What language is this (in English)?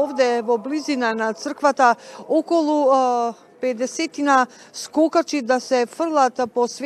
Macedonian